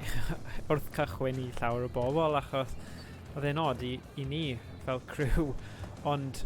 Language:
Welsh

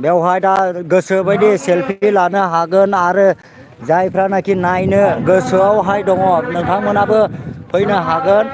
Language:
Bodo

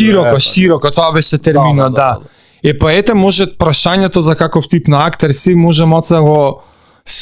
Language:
Macedonian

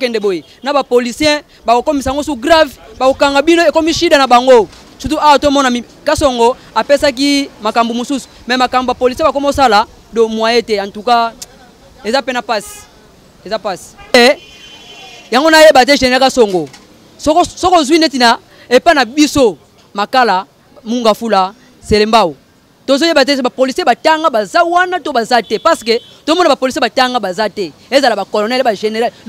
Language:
Lingala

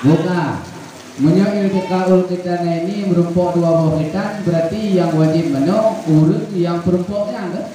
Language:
Achinese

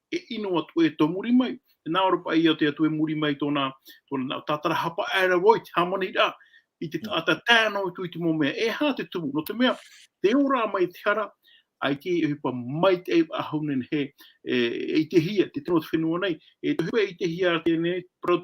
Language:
Tahitian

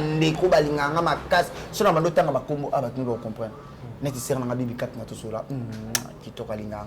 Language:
Lingala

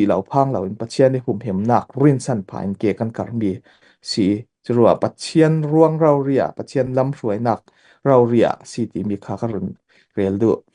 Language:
Falam Chin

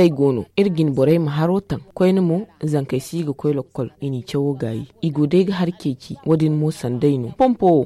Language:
Zarma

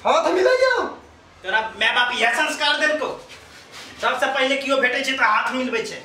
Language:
Maithili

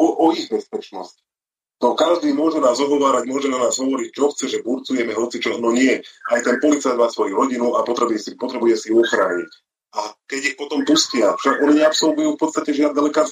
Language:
Slovak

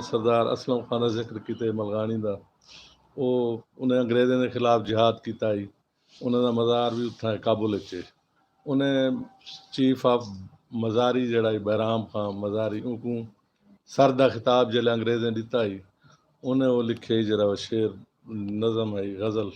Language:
Saraiki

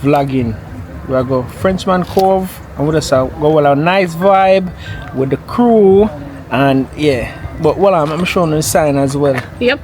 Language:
Jamaican Creole English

